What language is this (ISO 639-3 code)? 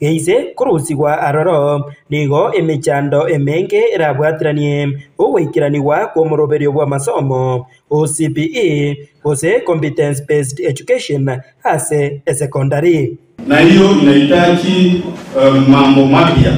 guz